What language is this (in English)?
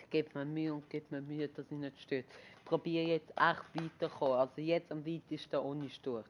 Swiss German